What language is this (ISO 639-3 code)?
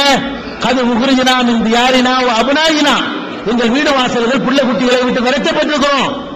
tam